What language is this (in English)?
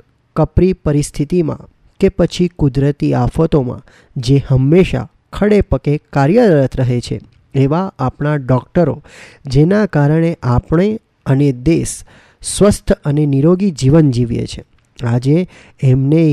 Gujarati